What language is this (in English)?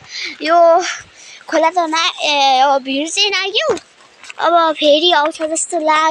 Nepali